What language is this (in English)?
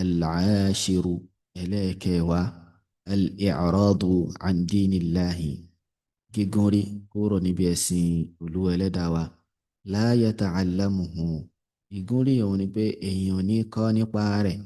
Yoruba